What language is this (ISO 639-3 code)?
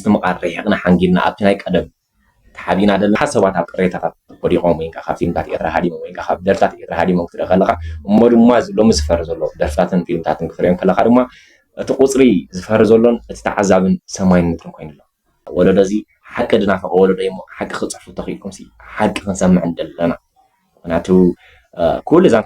tir